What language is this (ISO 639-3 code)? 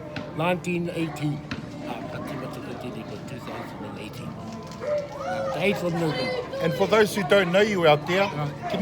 mri